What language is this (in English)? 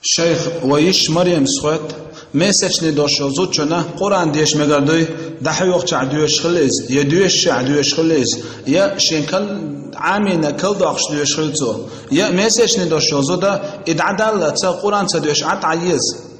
Chechen